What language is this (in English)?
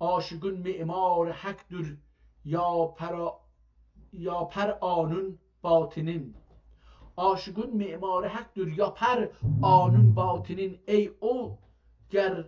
South Azerbaijani